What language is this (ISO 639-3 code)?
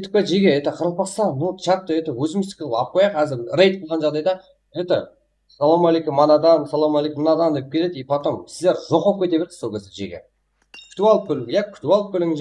kaa